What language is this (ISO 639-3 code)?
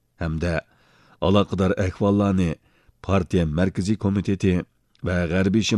uig